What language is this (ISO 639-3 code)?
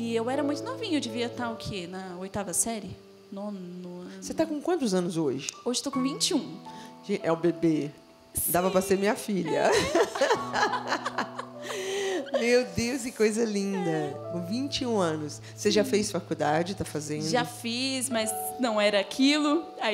por